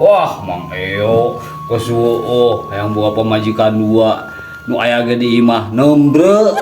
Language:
Sundanese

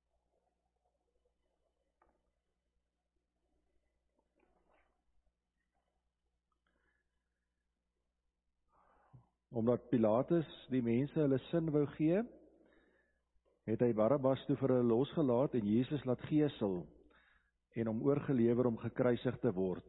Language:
Afrikaans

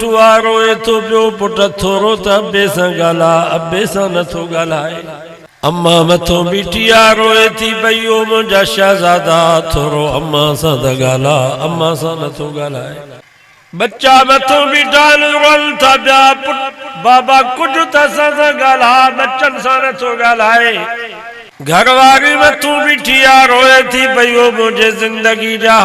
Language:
Sindhi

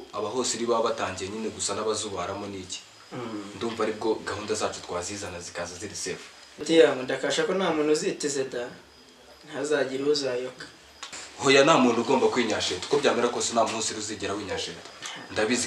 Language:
Kinyarwanda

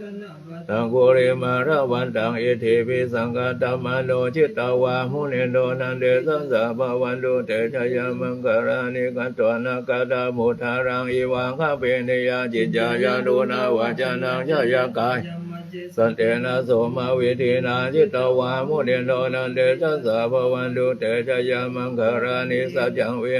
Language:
Pali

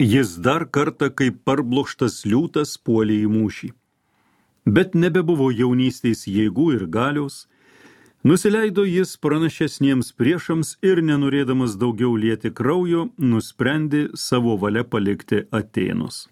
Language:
Lithuanian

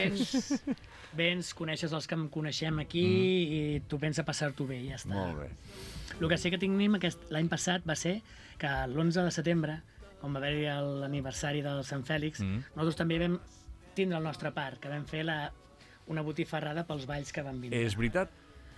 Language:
Catalan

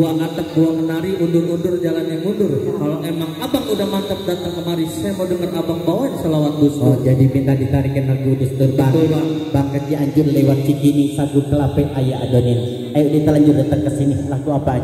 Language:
Betawi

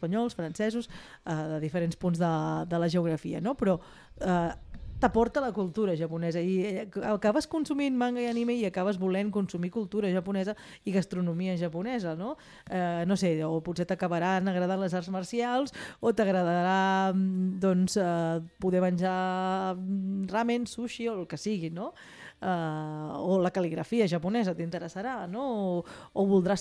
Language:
Catalan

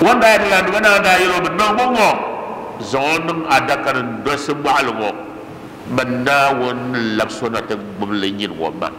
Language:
Dagbani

